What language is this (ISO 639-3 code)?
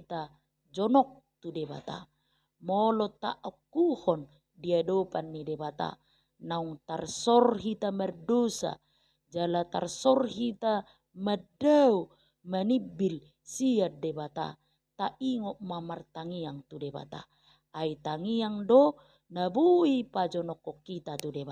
bbc